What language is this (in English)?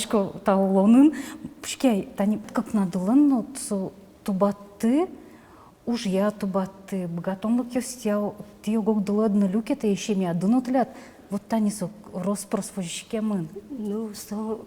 Udmurt